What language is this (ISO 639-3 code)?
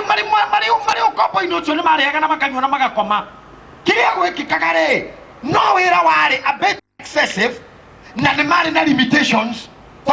kik